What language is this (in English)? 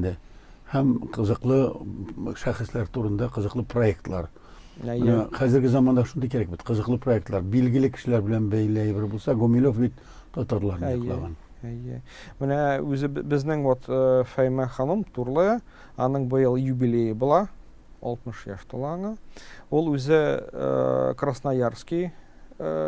Tatar